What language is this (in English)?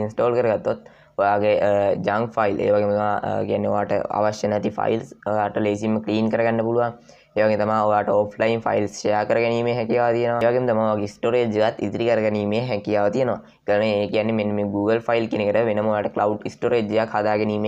Sinhala